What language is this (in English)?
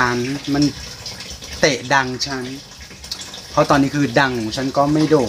Thai